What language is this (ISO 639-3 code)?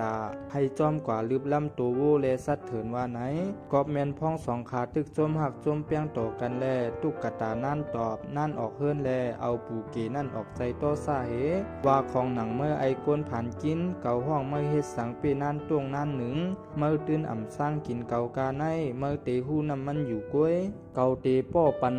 shn